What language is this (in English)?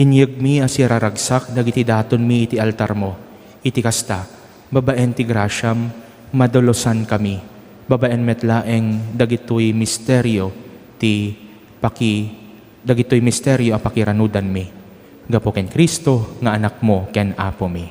Iloko